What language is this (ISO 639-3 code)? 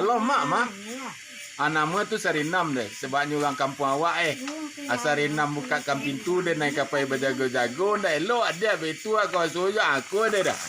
min